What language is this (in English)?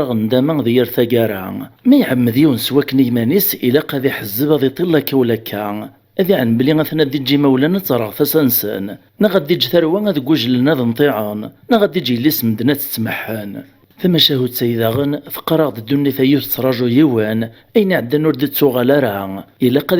Kabyle